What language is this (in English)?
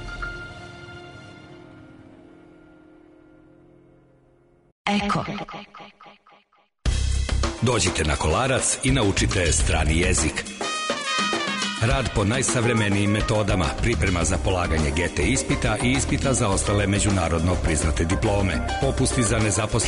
Serbian